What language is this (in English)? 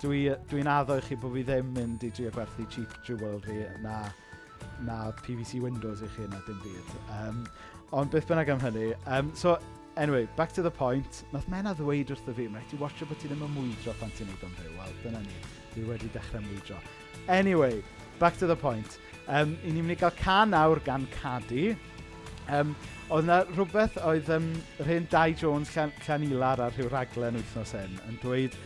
Welsh